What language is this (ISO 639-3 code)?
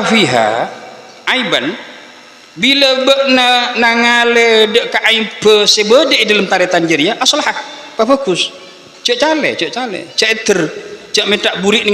mad